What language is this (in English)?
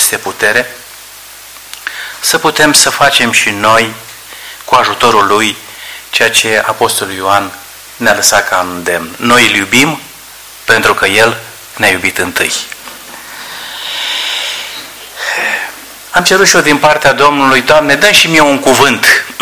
Romanian